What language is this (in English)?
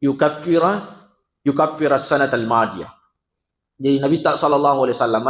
Buginese